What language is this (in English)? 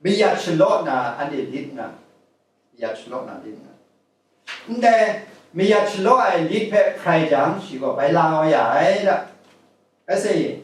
Kachin